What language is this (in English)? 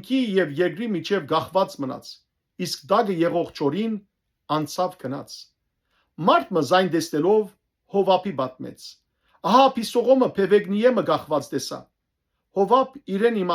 Western Armenian